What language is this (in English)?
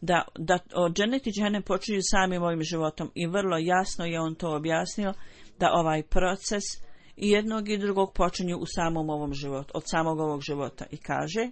Bosnian